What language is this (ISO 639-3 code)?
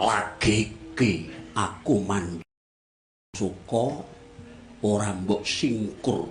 jav